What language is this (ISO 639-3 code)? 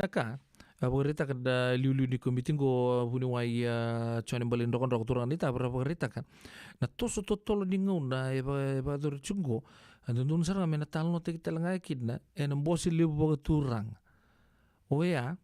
fij